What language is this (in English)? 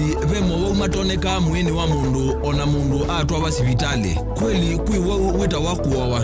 Kamba